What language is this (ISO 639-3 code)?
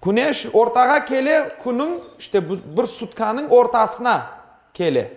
crh